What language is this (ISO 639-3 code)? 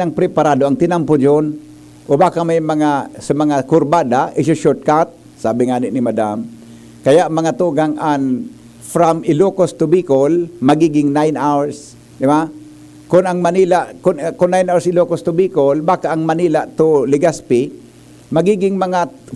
bik